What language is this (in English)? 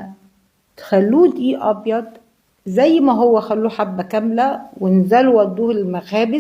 Egyptian Arabic